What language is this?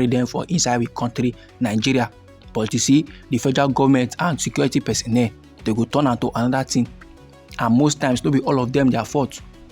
Nigerian Pidgin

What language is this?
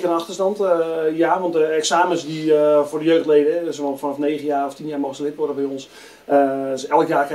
Dutch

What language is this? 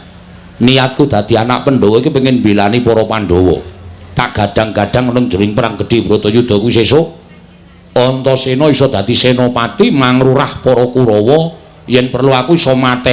Javanese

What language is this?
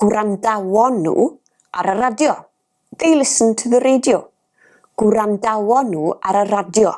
Welsh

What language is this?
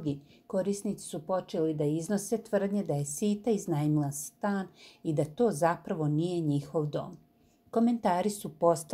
Serbian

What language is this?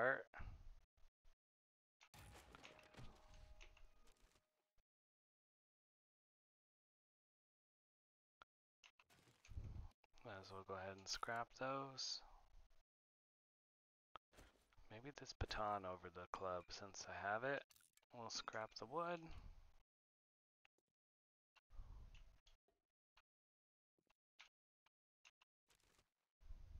English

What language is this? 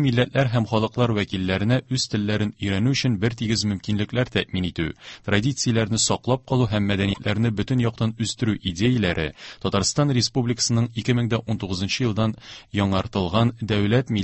Tatar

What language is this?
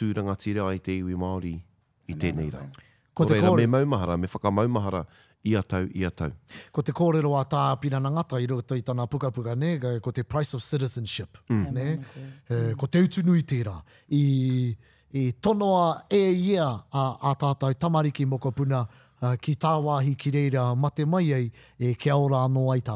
Māori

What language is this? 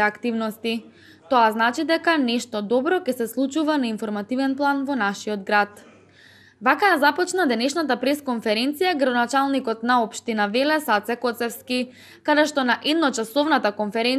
Macedonian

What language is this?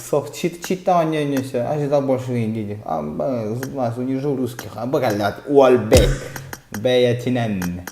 Yakut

